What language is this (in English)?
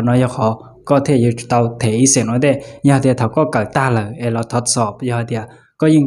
Hmong